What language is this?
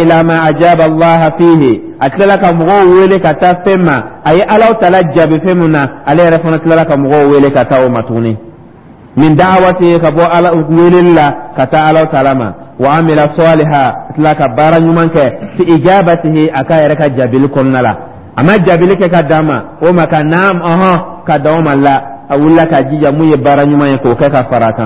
Dyula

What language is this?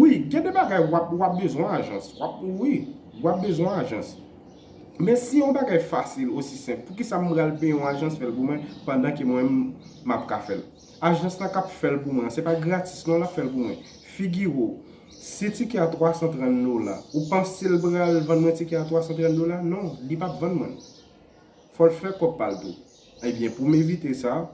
Haitian Creole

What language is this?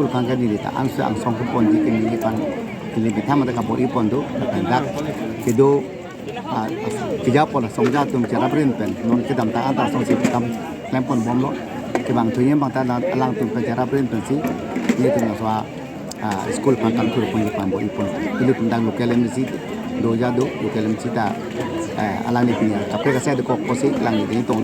Karbi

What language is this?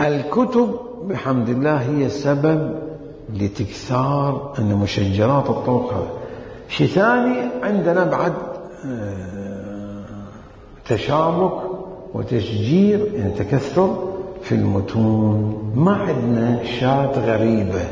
Mesopotamian Arabic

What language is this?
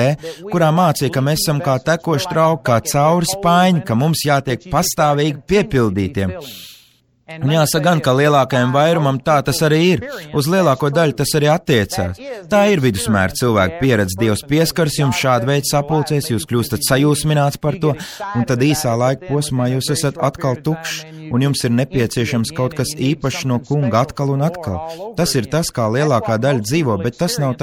Latvian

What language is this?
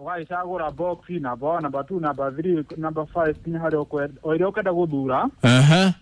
Kikuyu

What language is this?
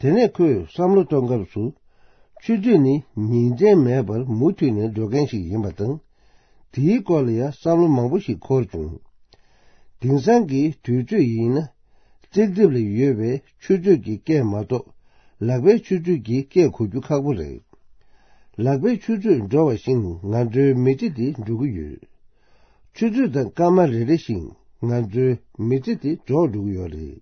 Tibetan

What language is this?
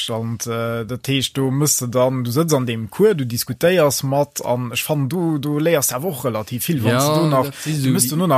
Luxembourgish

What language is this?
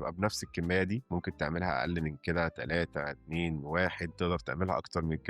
Egyptian Arabic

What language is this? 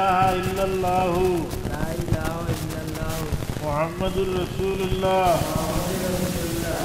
Sylheti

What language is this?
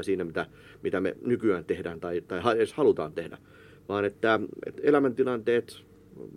Finnish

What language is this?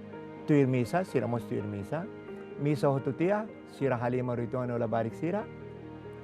Tetum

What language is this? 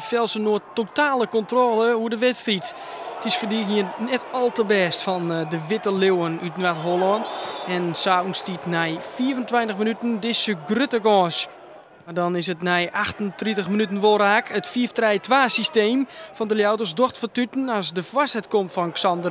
Western Frisian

